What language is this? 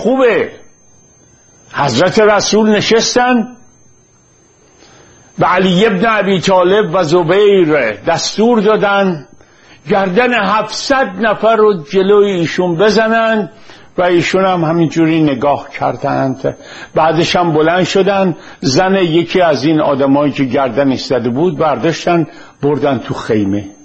Persian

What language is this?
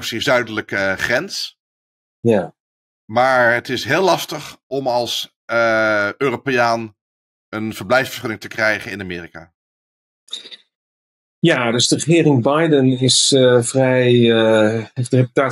Dutch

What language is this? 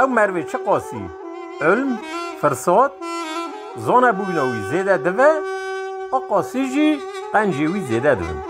Kurdish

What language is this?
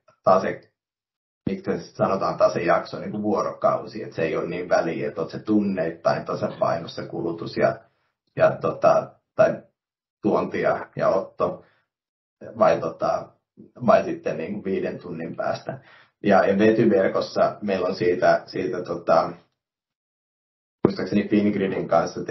Finnish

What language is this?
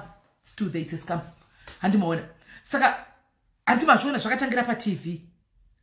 Shona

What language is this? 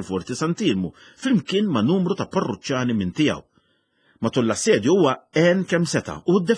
Maltese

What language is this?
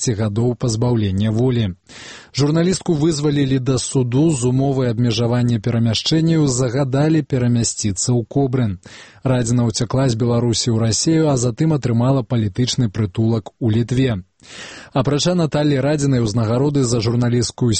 Belarusian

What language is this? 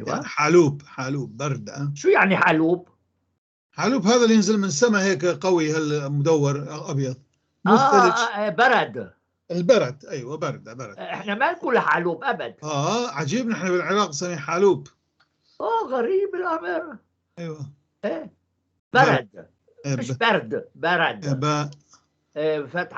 North Levantine Arabic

